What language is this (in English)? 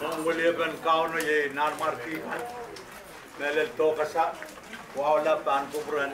Pohnpeian